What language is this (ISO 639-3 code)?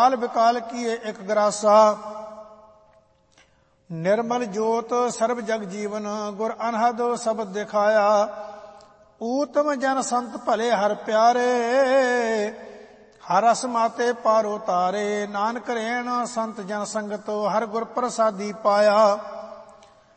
pan